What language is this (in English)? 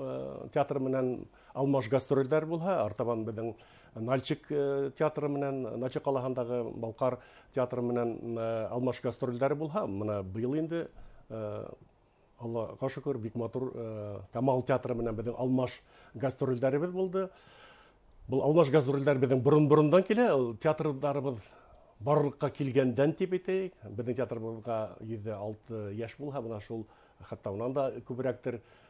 Bashkir